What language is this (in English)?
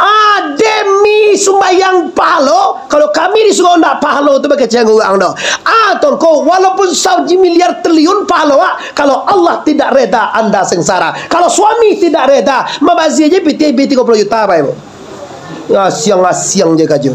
Minangkabau